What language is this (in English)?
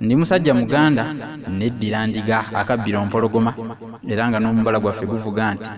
Ganda